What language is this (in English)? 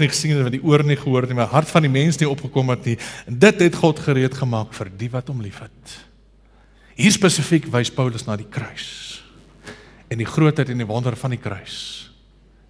Afrikaans